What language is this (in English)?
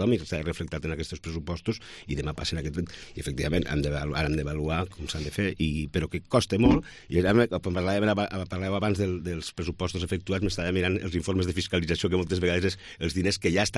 Catalan